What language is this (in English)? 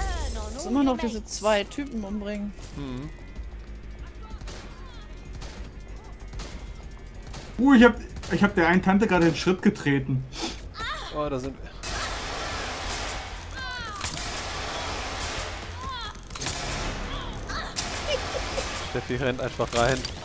German